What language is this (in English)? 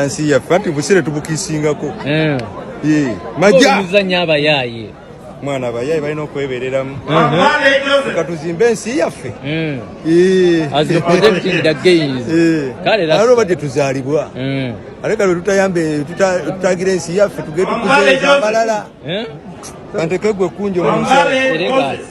Ganda